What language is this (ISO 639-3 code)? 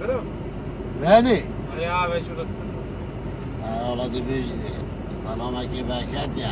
kur